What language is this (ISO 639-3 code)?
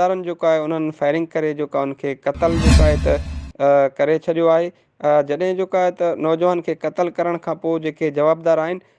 snd